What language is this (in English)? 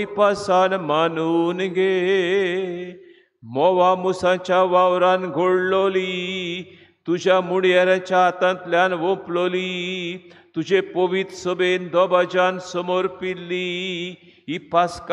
Konkani